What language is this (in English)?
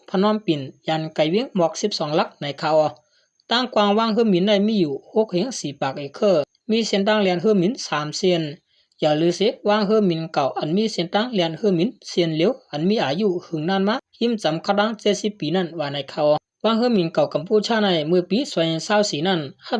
Shan